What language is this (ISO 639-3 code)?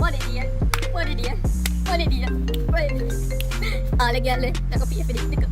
jam